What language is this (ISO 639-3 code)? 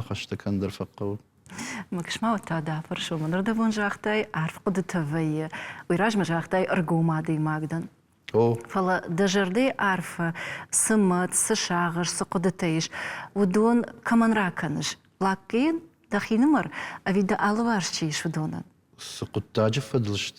oss